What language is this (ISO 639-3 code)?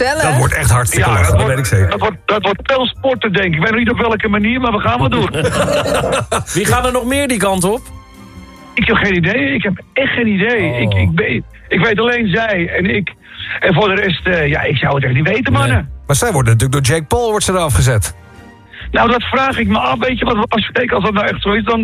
nld